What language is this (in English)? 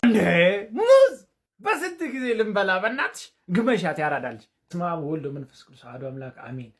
Amharic